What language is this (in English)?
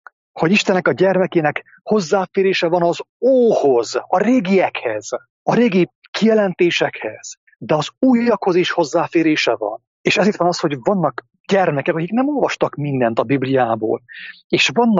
Hungarian